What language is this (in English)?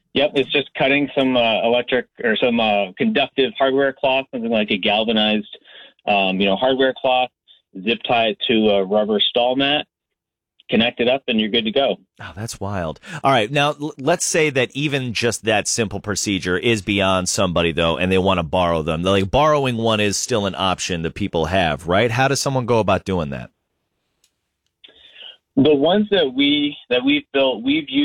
English